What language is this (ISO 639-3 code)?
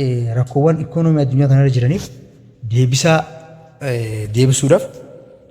orm